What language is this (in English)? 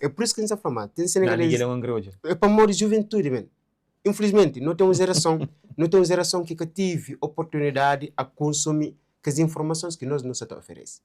Kabuverdianu